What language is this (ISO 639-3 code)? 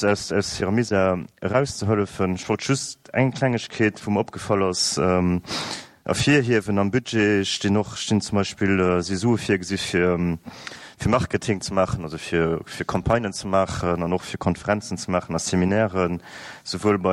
ltz